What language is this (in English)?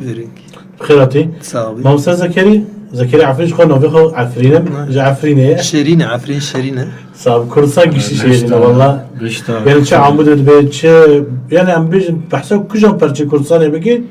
Kurdish